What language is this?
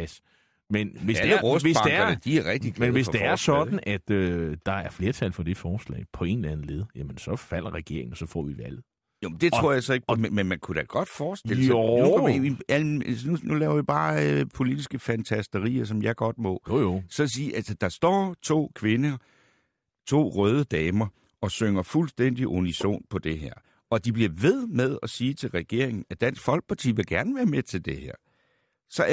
Danish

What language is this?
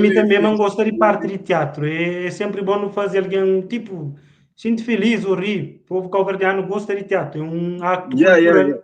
Kabuverdianu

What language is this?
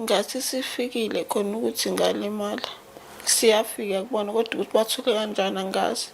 Zulu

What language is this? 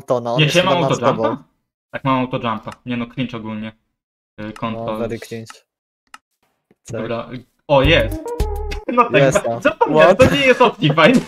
Polish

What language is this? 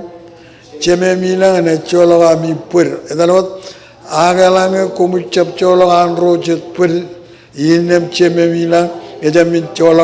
Marshallese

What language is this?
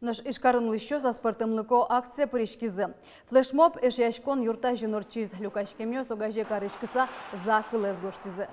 Udmurt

